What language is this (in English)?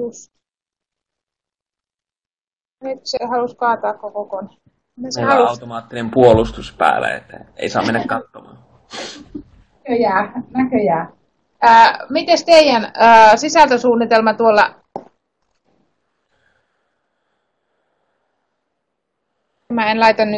Finnish